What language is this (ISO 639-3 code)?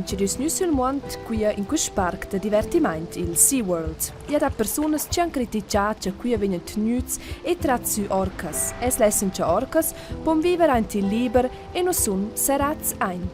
roh